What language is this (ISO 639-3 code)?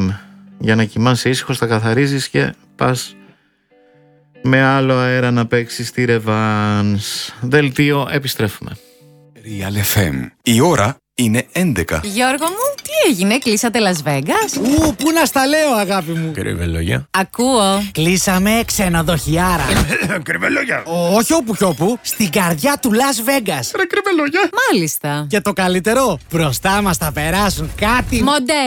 ell